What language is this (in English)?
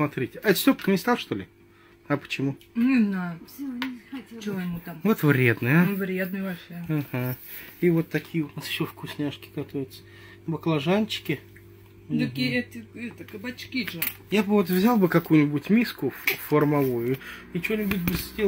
Russian